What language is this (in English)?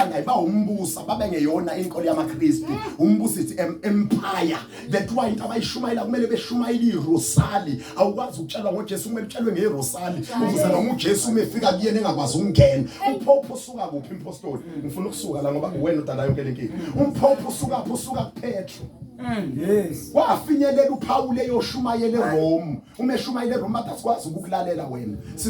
Zulu